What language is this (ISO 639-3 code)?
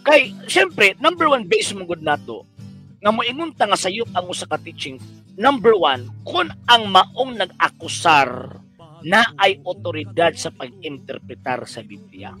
ceb